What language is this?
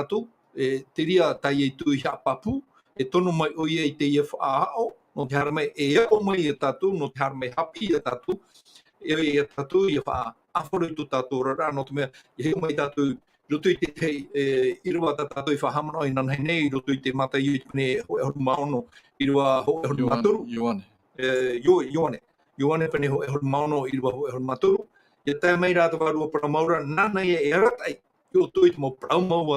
Tahitian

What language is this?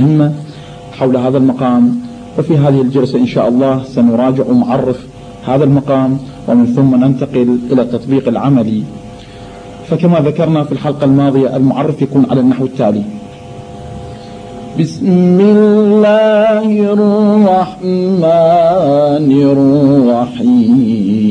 Arabic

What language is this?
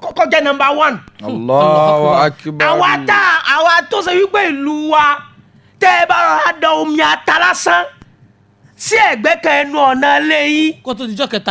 Yoruba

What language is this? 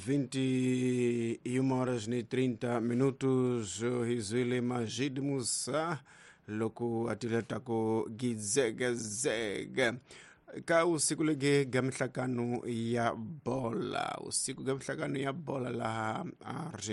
Tsonga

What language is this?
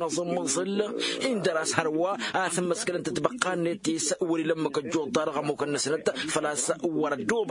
Tamasheq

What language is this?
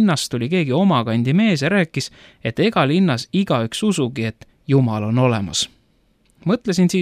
Estonian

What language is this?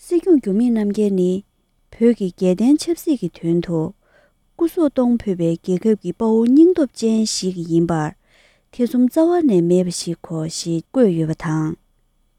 Tibetan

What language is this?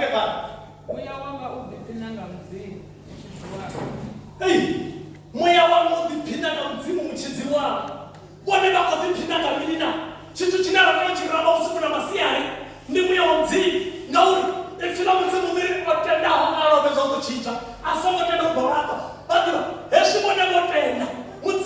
Venda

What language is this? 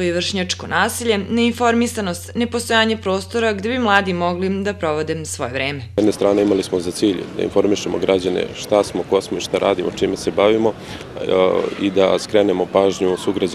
Serbian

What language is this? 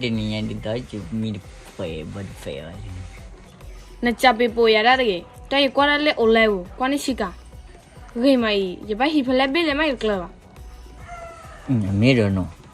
S'gaw Karen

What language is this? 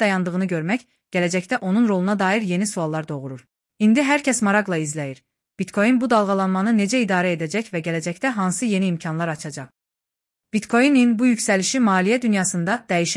Azerbaijani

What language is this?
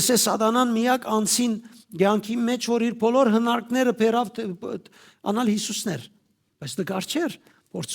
Western Armenian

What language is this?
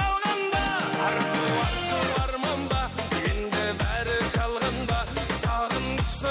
Kara-Kalpak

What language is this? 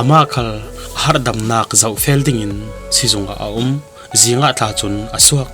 Falam Chin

